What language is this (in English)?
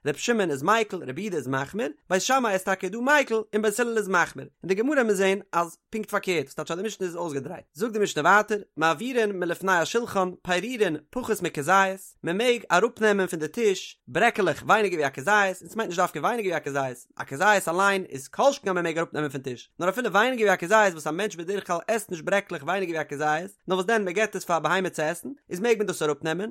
Yiddish